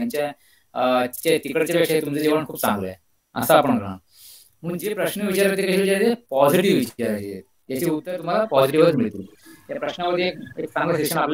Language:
Marathi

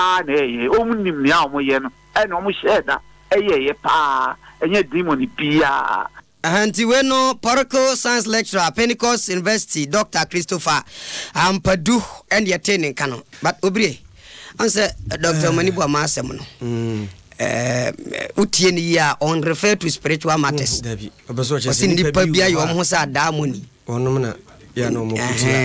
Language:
Akan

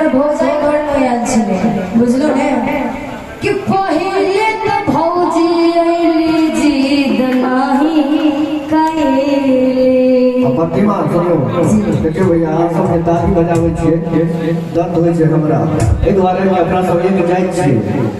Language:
Maithili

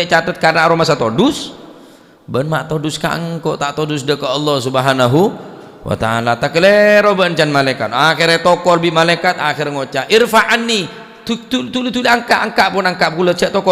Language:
Madurese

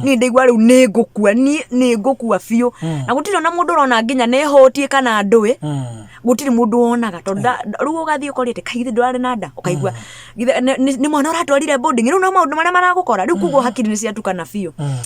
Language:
Kikuyu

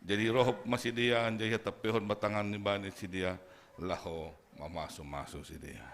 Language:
Batak Simalungun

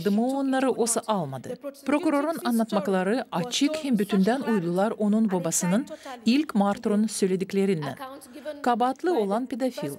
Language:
Gagauz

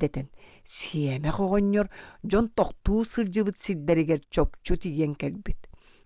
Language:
Yakut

